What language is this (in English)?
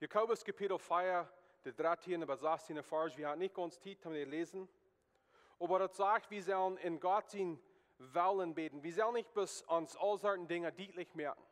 Plautdietsch